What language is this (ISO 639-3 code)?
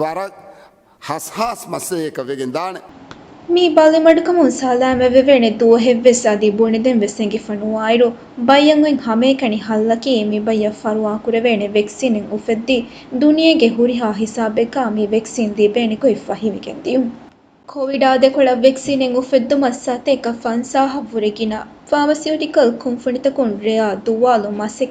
div